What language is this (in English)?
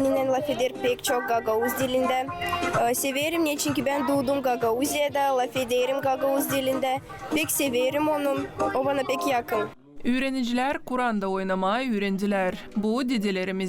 Gagauz